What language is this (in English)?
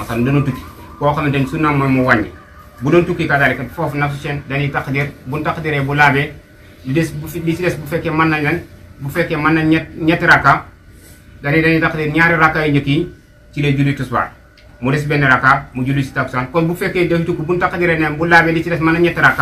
Wolof